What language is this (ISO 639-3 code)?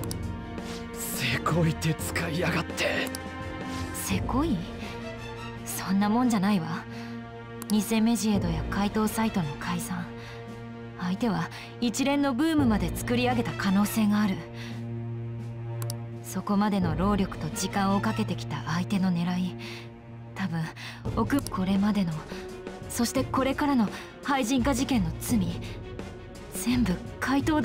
jpn